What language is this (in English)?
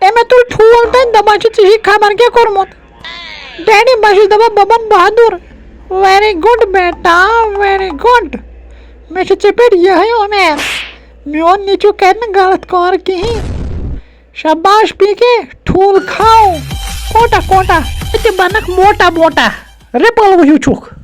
Kashmiri